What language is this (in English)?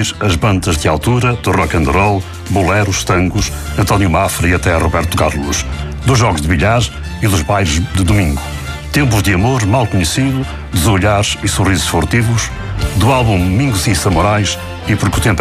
Portuguese